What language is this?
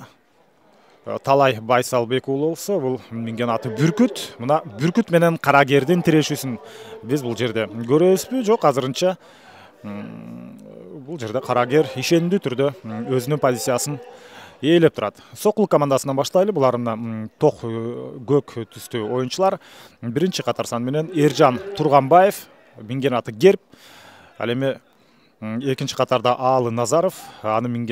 Kyrgyz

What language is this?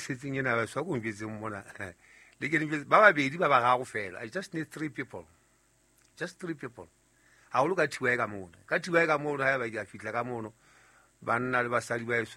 Southern Sotho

